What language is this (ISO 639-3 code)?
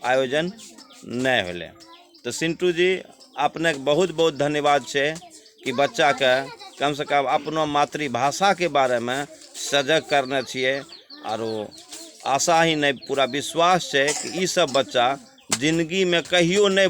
anp